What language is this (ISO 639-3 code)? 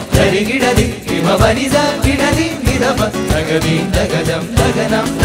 mal